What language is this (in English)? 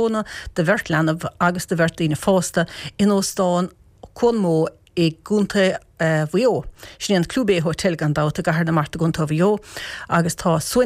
Irish